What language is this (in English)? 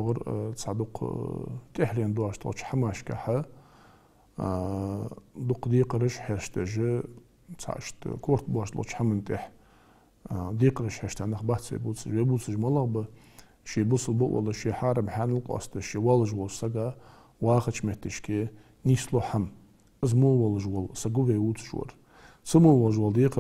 Ingush